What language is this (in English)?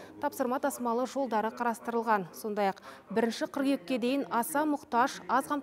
Kazakh